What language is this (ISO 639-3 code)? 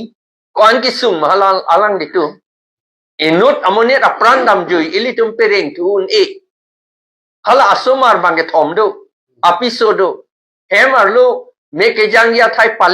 mjw